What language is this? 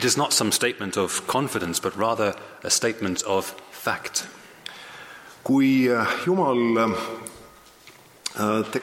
Estonian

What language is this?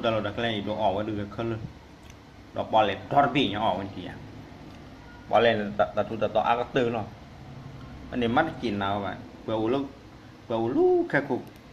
S'gaw Karen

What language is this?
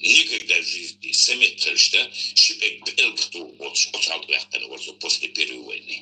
Chechen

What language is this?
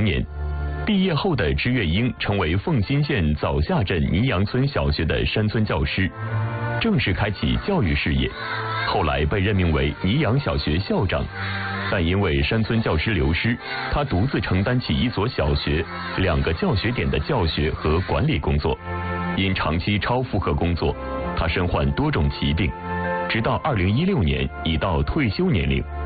Chinese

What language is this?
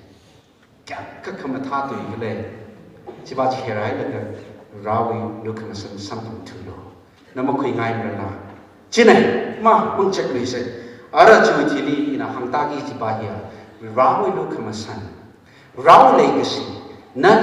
Tangkhul Naga (India)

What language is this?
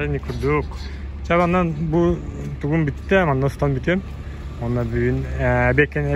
Yakut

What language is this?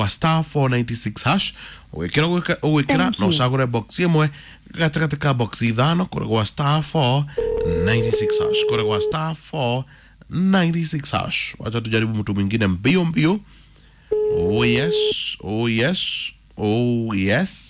Kikuyu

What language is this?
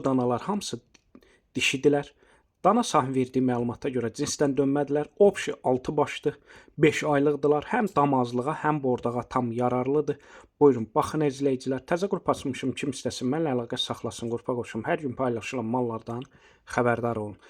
Azerbaijani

